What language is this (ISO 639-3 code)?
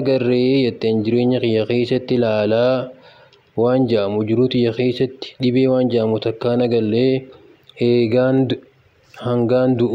orm